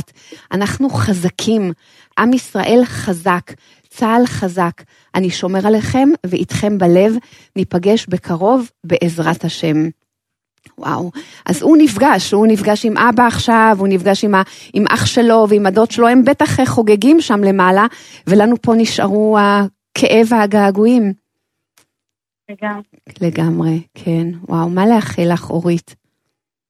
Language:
Hebrew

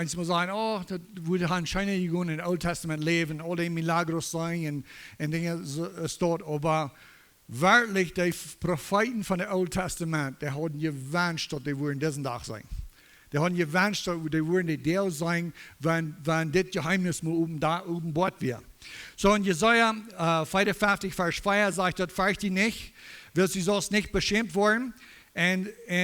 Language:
Plautdietsch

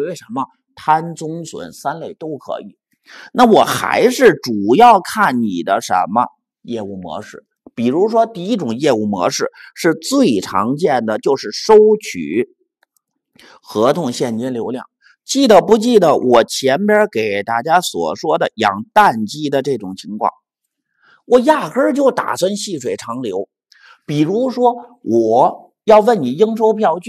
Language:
Chinese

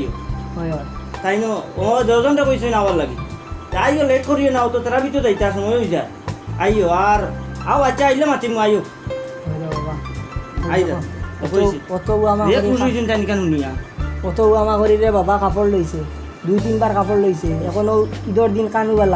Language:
Sylheti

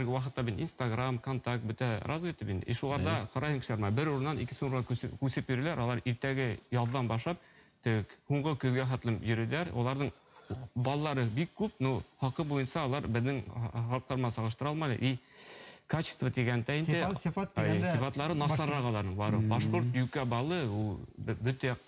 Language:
Bashkir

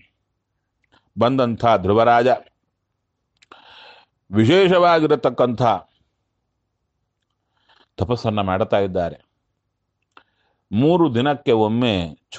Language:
Kannada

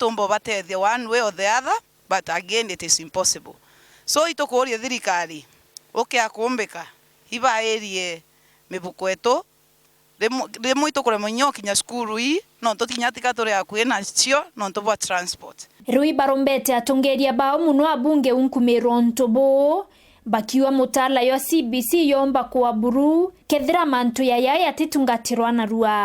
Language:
Meru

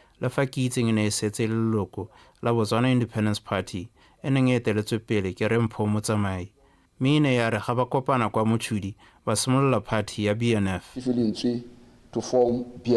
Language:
Tswana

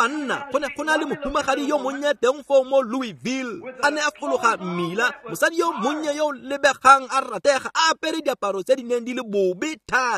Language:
Tswana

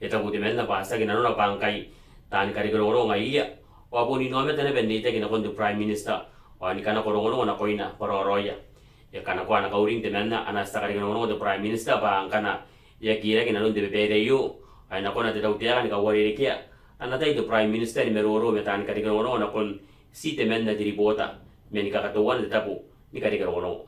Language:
Gilbertese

